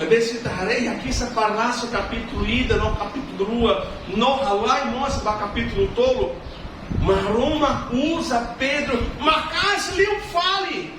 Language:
Tetum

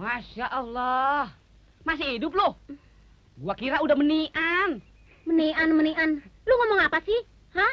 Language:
Betawi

